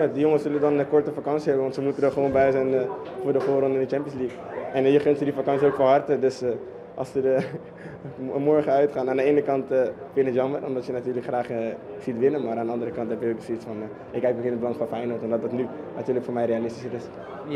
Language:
Dutch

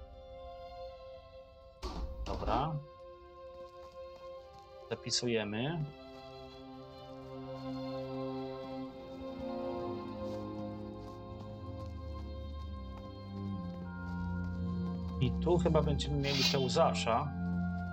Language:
Polish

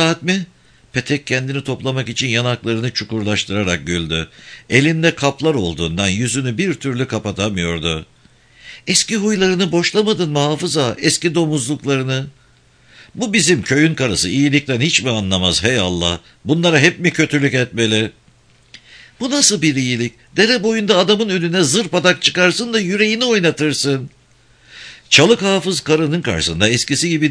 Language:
Turkish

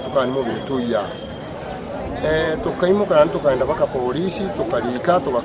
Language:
Gusii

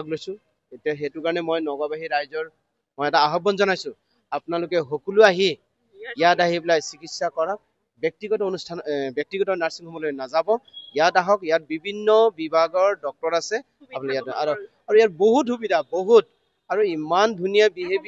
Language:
Assamese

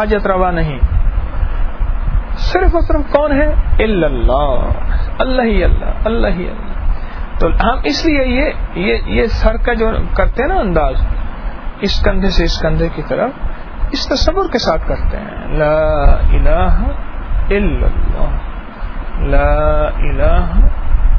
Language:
Urdu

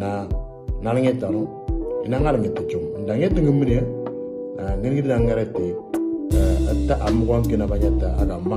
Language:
Moro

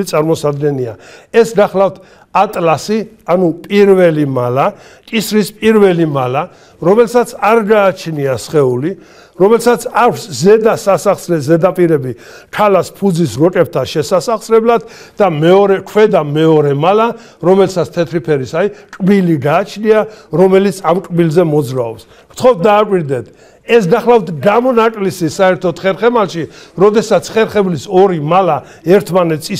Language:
Georgian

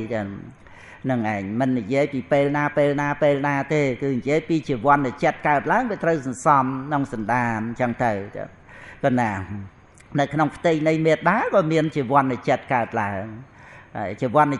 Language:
Khmer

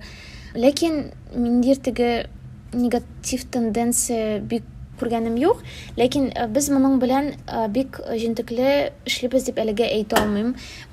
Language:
Tatar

